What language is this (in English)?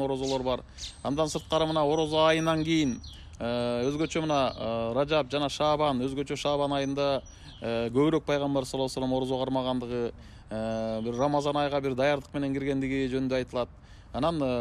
Kyrgyz